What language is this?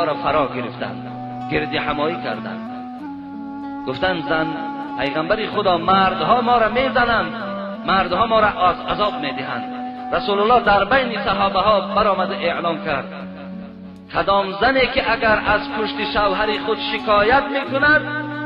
Tajik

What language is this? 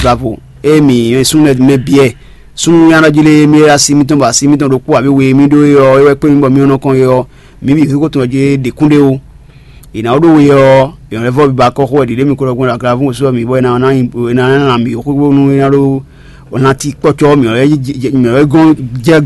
Fon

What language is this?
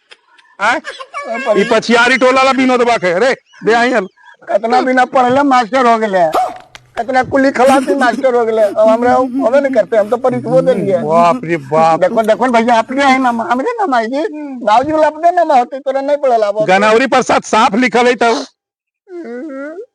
Magahi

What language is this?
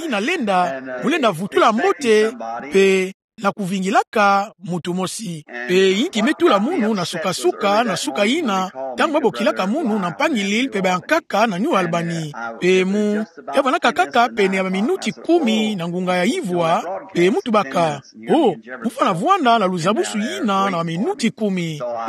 Kituba (Democratic Republic of Congo)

